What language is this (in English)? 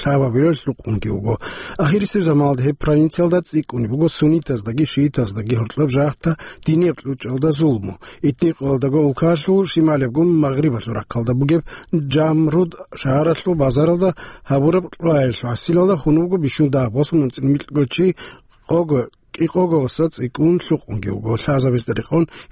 Avaric